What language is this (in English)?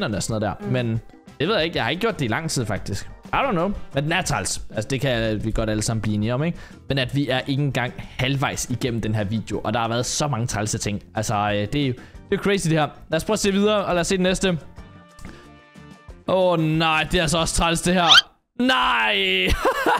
Danish